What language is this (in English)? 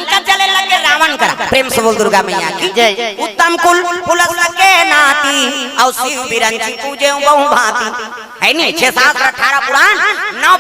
Chhattisgarhi